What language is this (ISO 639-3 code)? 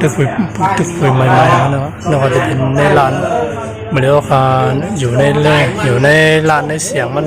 shn